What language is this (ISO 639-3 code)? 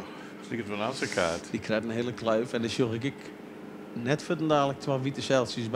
fry